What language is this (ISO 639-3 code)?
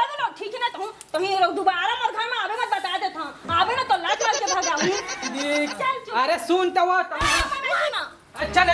hne